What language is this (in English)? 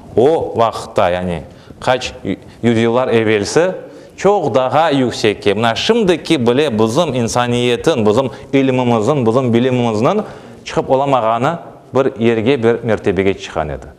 Crimean Tatar